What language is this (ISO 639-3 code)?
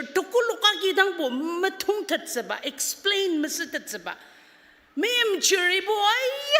njo